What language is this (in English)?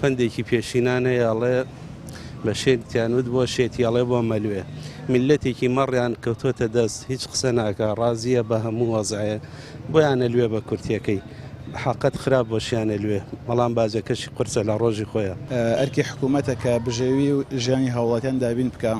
Central Kurdish